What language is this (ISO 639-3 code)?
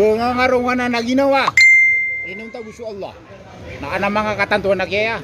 mrw